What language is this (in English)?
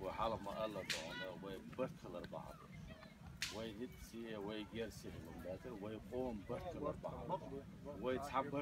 Chechen